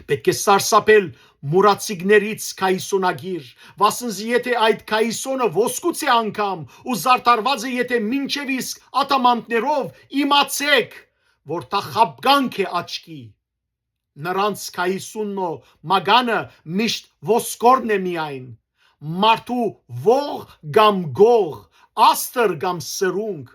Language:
Western Armenian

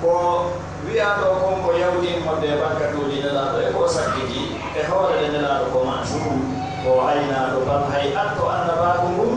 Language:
Pular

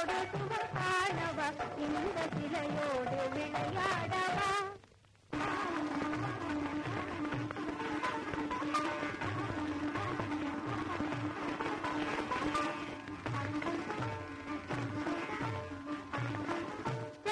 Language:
Tamil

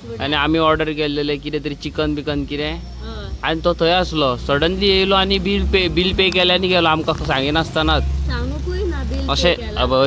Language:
Konkani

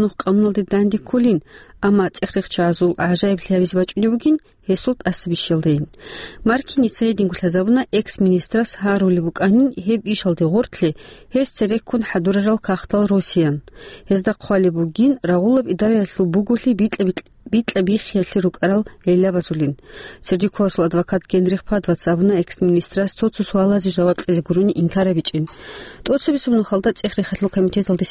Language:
Avaric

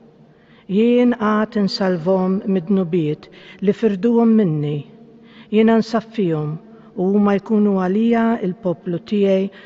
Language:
Maltese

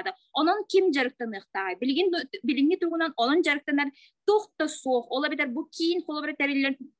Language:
Yakut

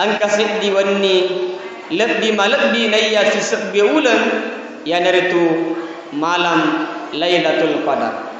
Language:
Buginese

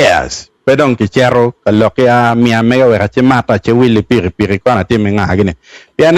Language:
Acoli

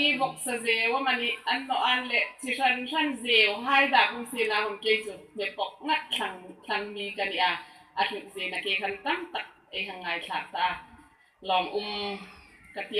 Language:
Hmar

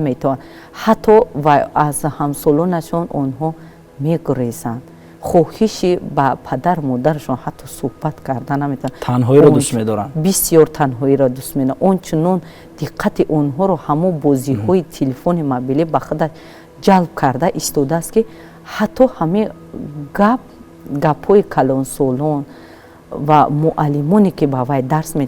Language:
Tajik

